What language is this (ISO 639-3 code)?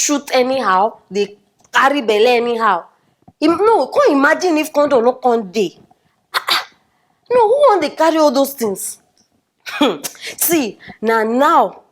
pcm